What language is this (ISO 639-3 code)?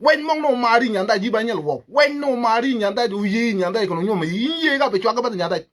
nus